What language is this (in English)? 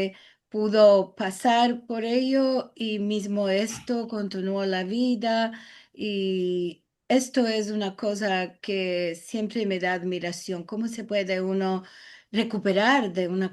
Ladino